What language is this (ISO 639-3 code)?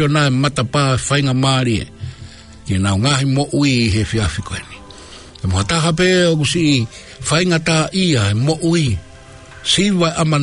ton